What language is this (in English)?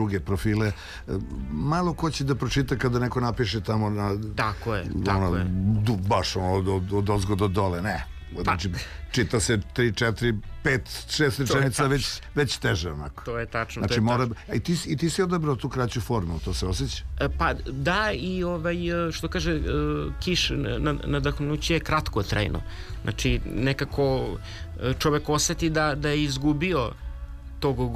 Serbian